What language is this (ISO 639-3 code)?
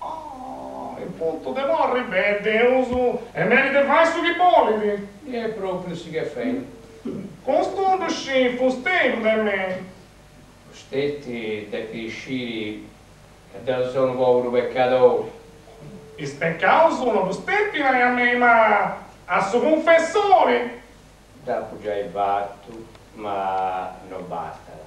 srd